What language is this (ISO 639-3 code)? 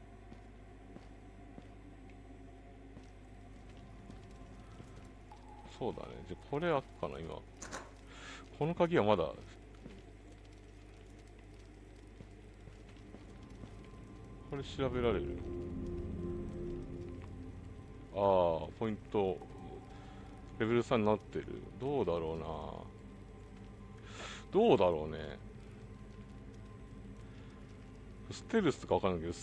jpn